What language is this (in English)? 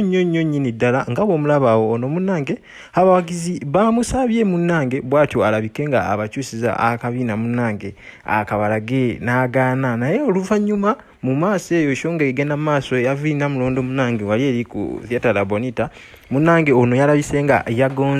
Ganda